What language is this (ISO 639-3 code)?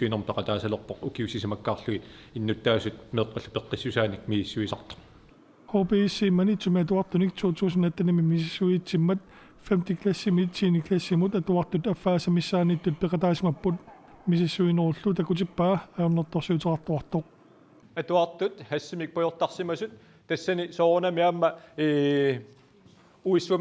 kal